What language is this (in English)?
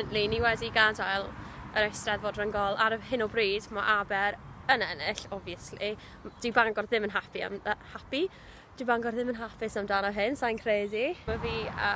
Welsh